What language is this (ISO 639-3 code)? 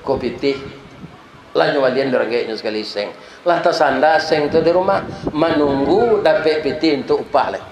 min